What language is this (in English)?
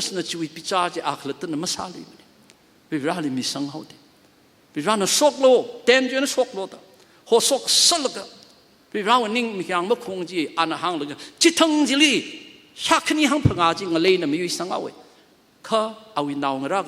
Tangkhul Naga (India)